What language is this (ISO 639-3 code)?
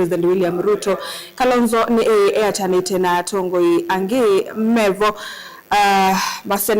kam